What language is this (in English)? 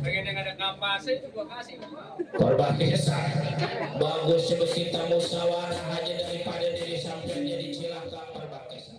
Betawi